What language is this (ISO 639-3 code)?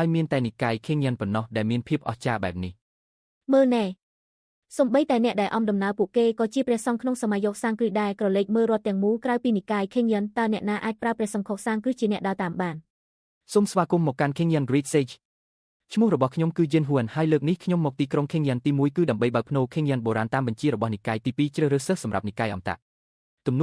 khm